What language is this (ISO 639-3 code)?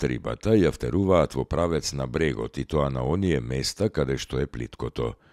mkd